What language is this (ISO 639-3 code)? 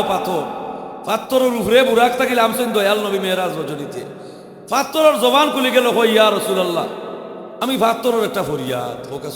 syl